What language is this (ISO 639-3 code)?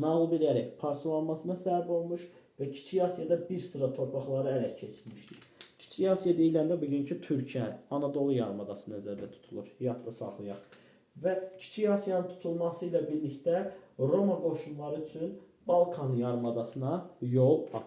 aze